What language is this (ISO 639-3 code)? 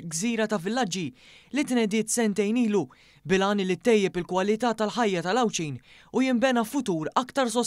mlt